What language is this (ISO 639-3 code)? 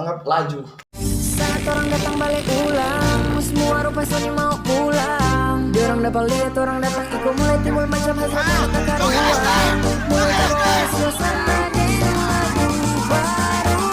xmm